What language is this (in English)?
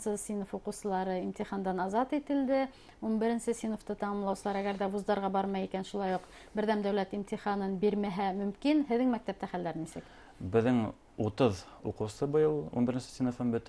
Bashkir